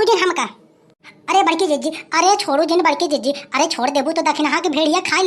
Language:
Awadhi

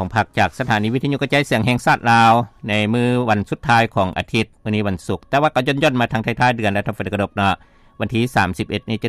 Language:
Lao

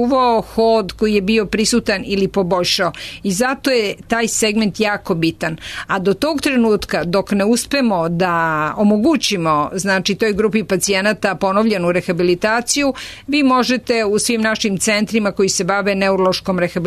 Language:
Serbian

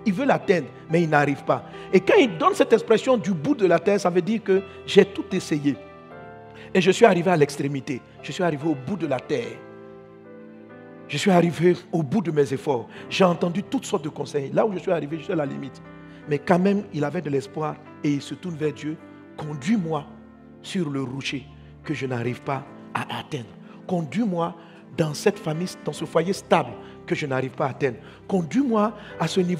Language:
French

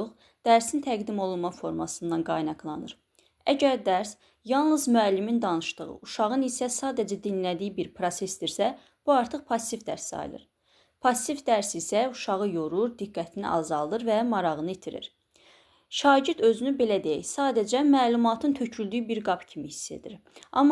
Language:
Azerbaijani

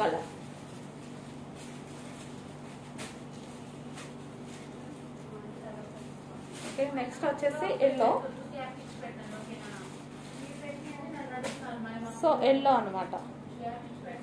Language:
Telugu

